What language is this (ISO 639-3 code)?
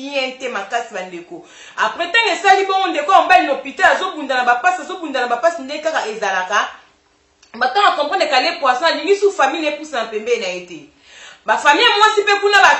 lin